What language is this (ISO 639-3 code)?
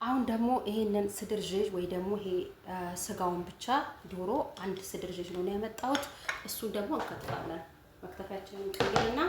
amh